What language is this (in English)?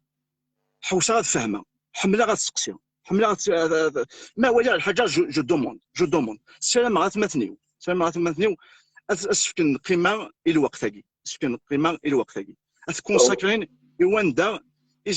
Kabyle